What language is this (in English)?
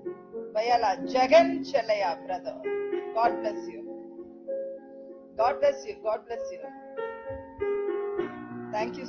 Tamil